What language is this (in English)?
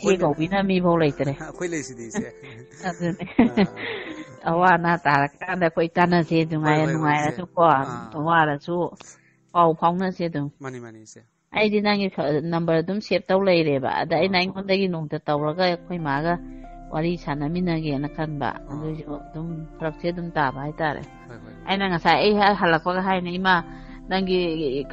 Manipuri